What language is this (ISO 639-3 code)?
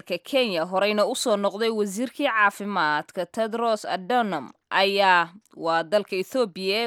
som